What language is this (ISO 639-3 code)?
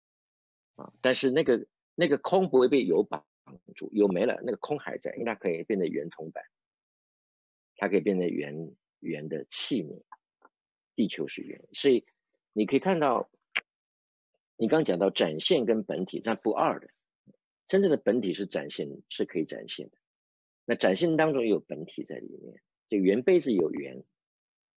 zho